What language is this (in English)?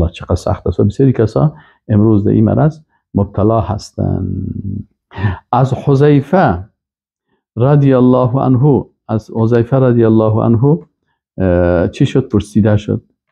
Persian